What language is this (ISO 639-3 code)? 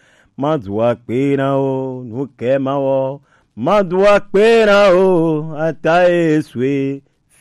gej